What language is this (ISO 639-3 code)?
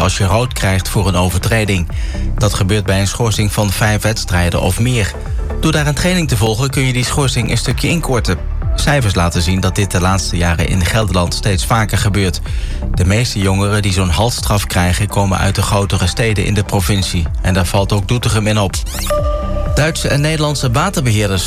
nld